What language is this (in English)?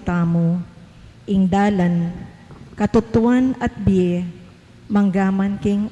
Pampanga